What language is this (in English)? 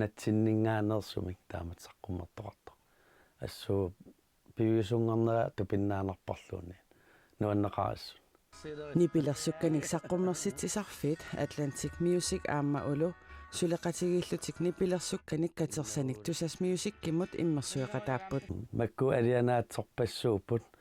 Kalaallisut